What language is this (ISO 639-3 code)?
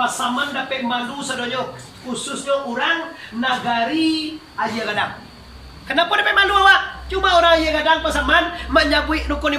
min